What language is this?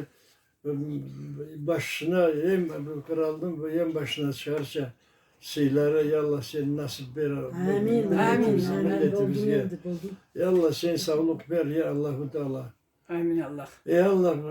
Karachay-Balkar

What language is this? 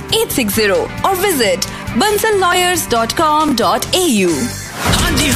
Punjabi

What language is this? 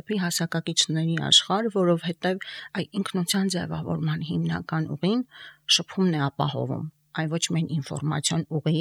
Armenian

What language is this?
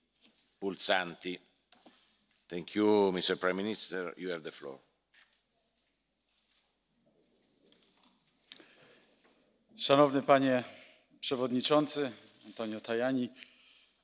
Polish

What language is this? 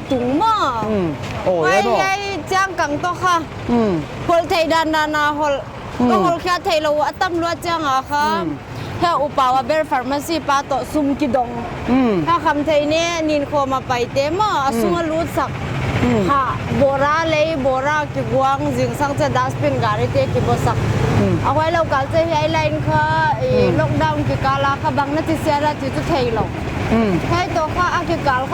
Paite Chin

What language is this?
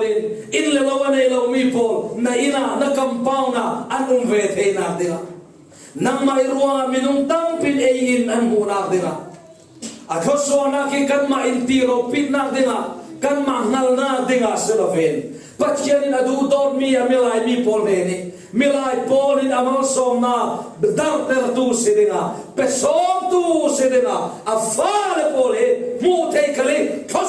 Falam Chin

